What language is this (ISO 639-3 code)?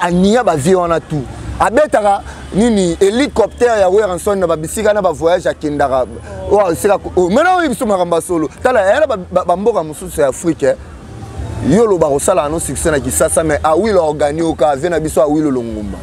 lin